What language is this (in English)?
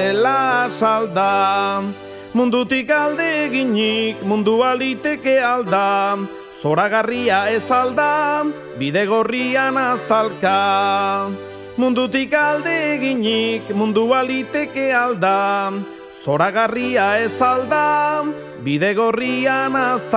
Basque